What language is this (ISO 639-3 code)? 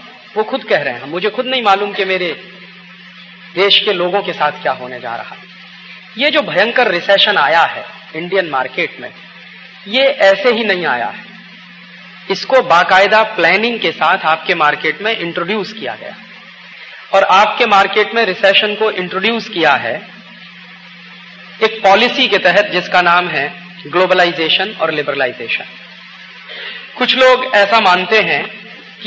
hin